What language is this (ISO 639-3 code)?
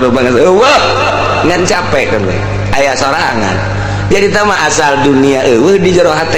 sun